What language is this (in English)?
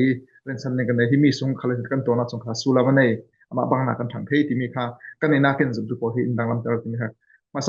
Falam Chin